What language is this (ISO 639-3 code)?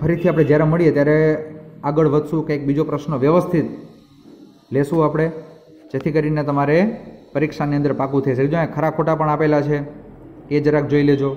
guj